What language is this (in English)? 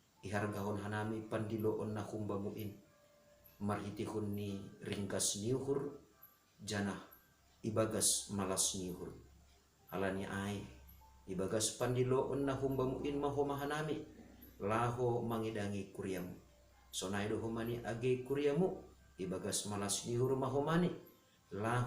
Batak Simalungun